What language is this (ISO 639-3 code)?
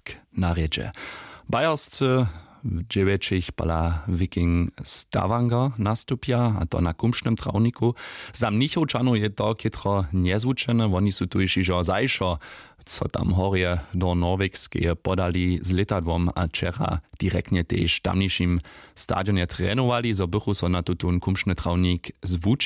hsb